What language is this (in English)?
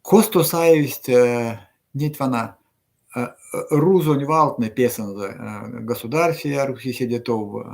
Erzya